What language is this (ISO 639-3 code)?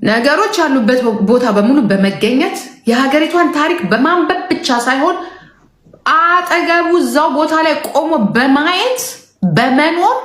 amh